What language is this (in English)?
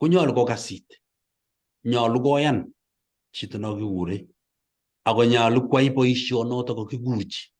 Kalenjin